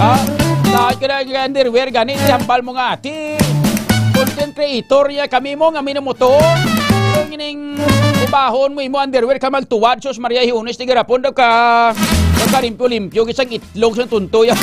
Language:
Hiligaynon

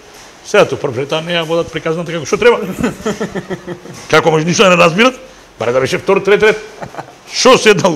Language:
Macedonian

